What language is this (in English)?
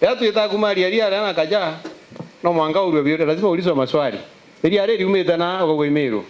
Meru